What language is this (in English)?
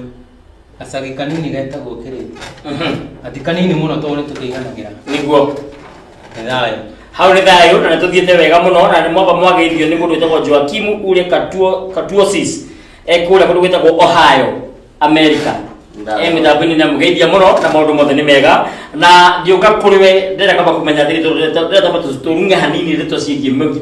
Kikuyu